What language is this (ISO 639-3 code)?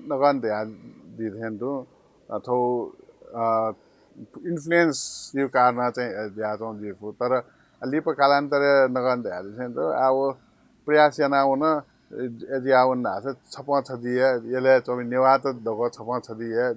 new